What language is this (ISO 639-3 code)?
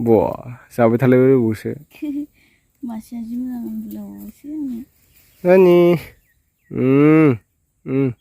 brx